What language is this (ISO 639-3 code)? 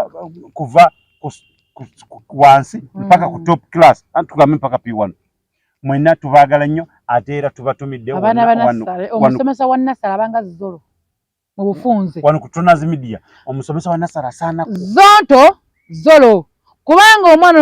lug